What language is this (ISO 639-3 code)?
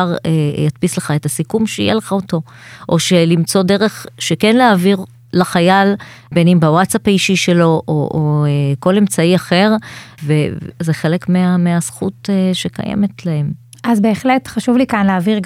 heb